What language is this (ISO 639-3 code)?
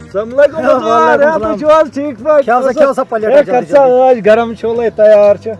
kas